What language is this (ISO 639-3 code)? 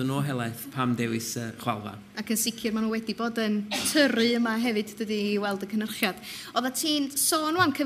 cym